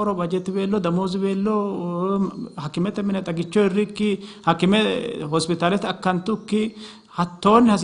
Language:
Sidamo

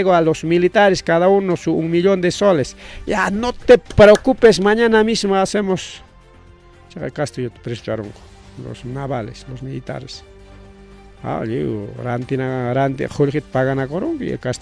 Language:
Ayacucho Quechua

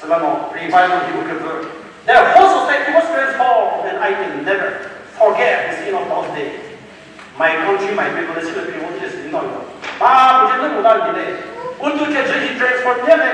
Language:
Chokri Naga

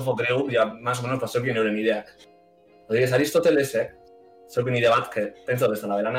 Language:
Basque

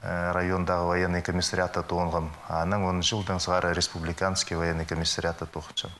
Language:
Khakas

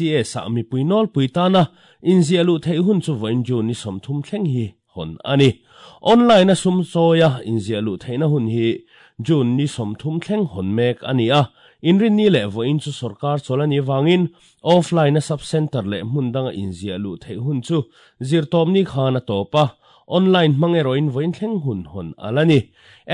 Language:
Mizo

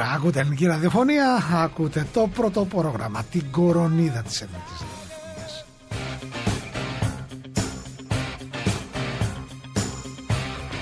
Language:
Greek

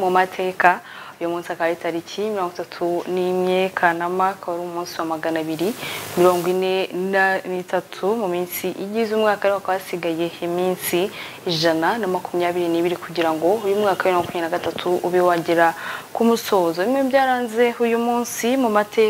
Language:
Kinyarwanda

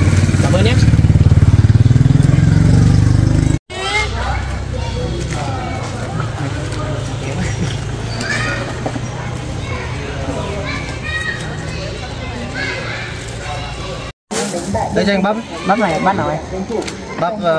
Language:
Vietnamese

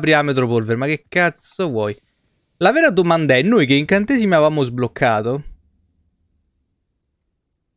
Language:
Italian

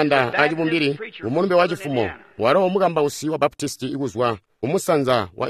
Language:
Tonga (Zambia)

